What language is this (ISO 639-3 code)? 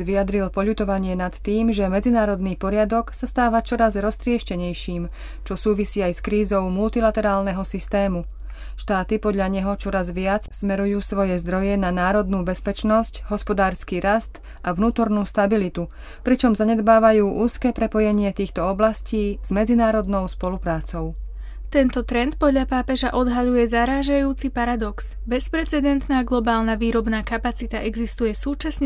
slk